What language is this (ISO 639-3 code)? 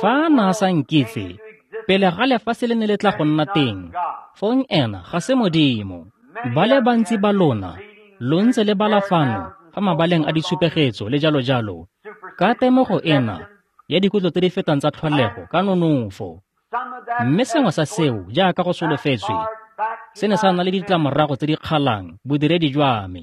tsn